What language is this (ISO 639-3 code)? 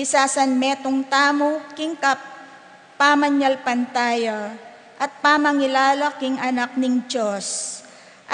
pam